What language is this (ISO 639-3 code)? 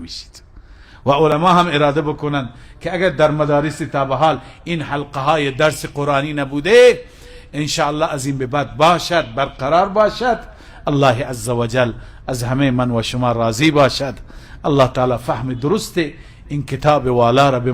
fas